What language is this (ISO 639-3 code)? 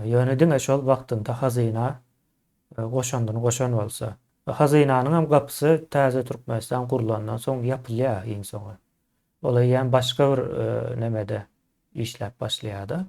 tuk